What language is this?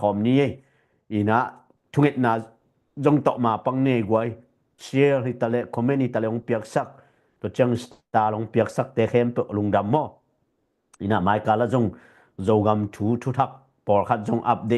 Tedim Chin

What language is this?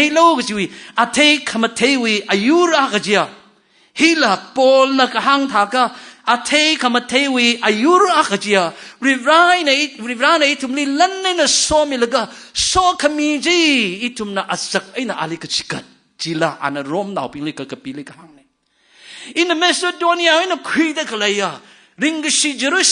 Tangkhul Naga (India)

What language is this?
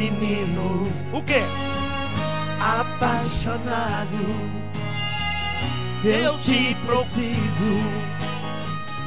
Portuguese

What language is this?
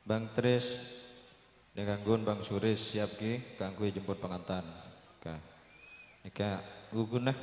Madurese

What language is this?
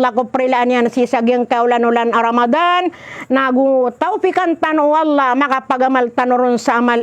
Maranao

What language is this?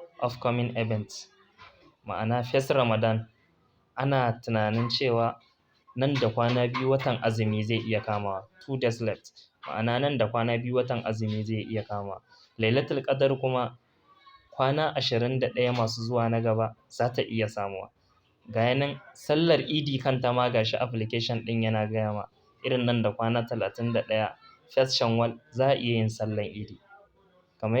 Hausa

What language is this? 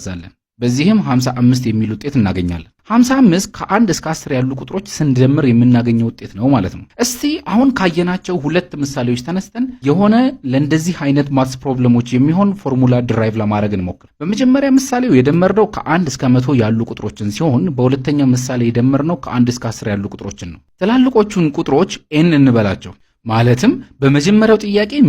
Amharic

